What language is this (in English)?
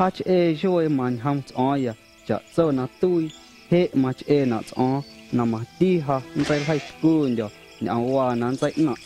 Guerrero Amuzgo